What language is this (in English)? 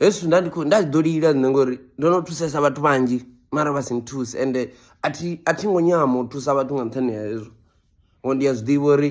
Venda